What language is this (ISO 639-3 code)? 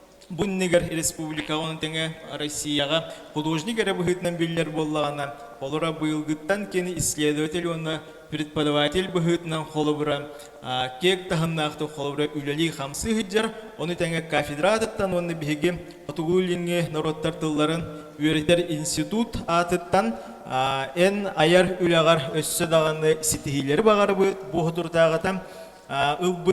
sah